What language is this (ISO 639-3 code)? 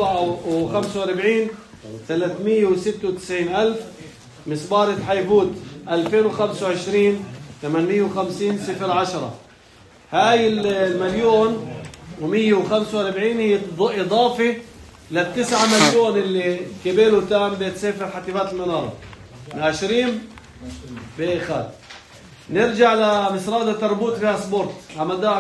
apc